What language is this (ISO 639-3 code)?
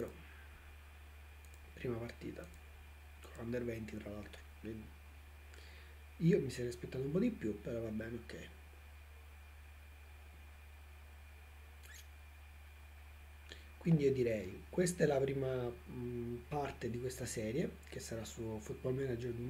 ita